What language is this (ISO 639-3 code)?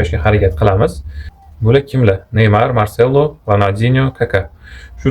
uzb